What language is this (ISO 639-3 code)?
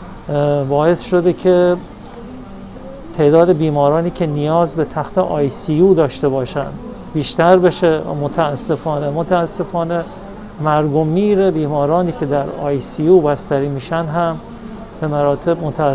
fas